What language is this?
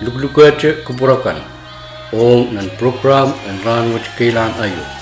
Pohnpeian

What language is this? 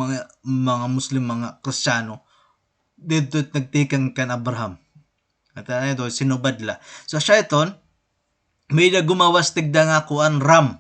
Waray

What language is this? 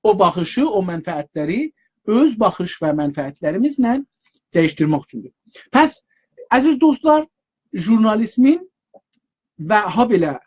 South Azerbaijani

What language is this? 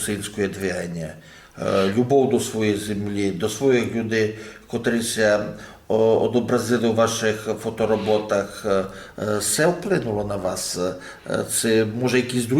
Rusyn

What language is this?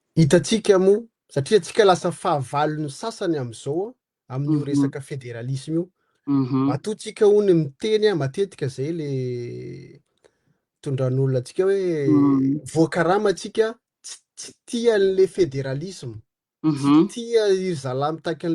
Malagasy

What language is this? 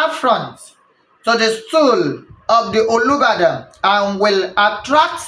Yoruba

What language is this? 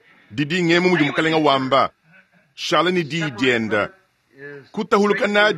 Luba-Lulua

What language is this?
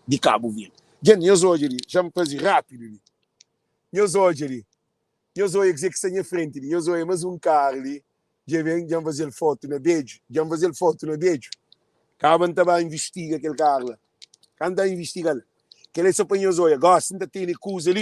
Kabuverdianu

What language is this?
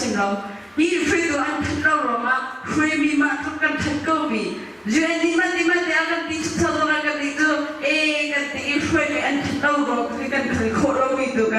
Hakha Chin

